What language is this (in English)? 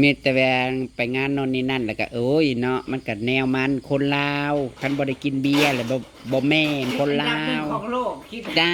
Northeastern Thai